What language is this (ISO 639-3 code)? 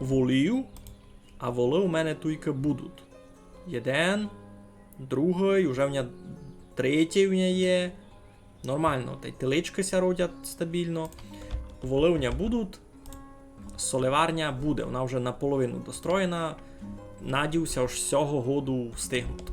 rue